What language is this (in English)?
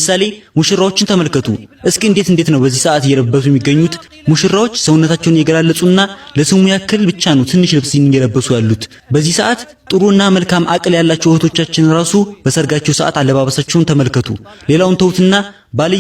Amharic